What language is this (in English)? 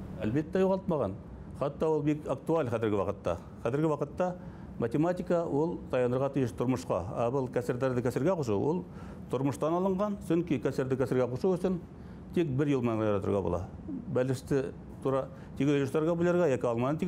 Bashkir